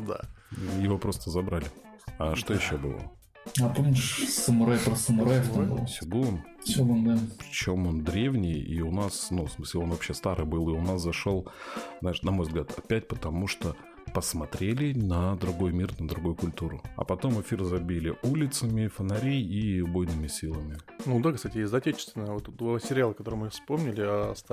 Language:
Russian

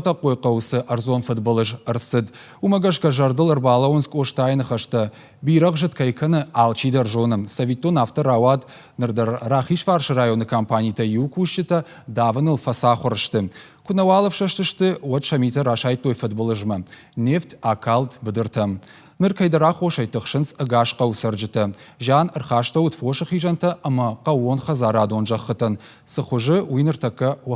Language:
Ossetic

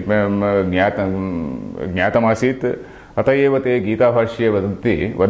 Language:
Sanskrit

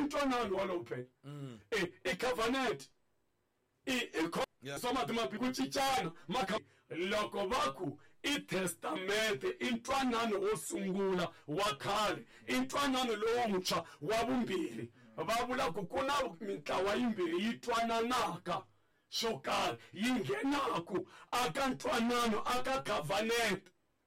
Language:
Tsonga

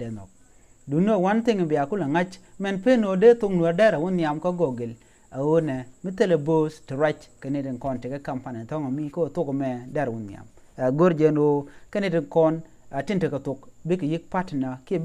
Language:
Nuer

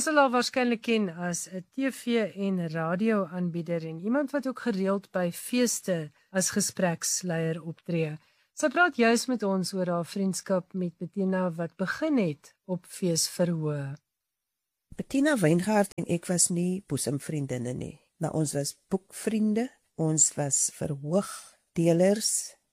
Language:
Afrikaans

